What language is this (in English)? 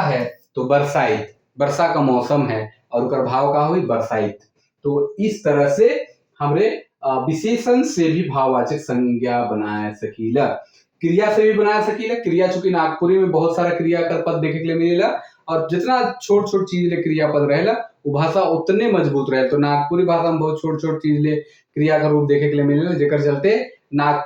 Sadri